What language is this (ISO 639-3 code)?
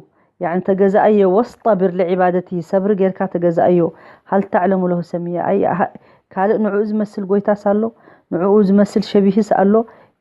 tir